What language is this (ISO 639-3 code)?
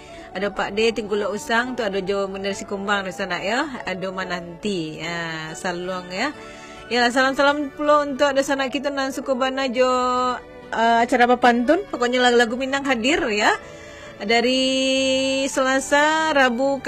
min